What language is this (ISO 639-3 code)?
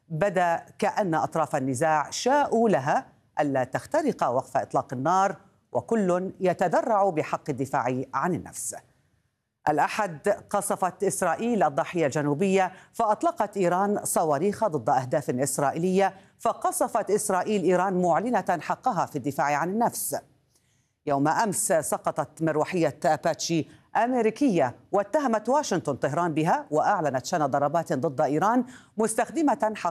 ara